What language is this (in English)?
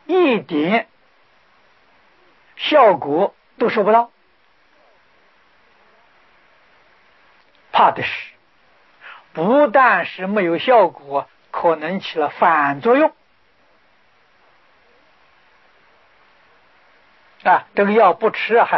Chinese